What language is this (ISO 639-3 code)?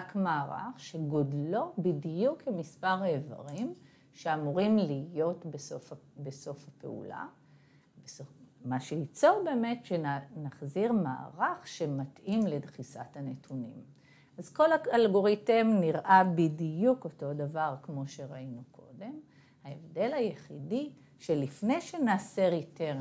heb